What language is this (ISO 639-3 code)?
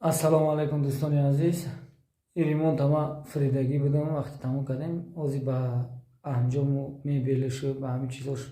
tgk